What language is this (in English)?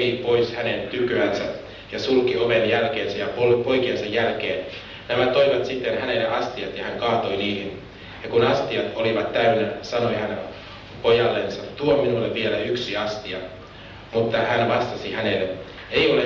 Finnish